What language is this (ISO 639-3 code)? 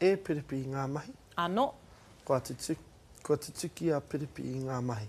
mri